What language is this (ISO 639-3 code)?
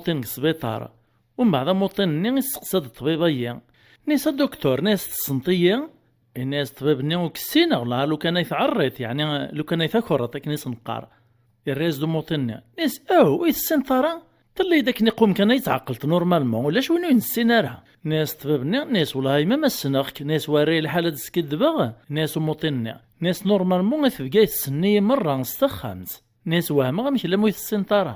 kab